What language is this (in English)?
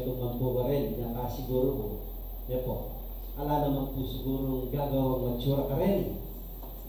Pampanga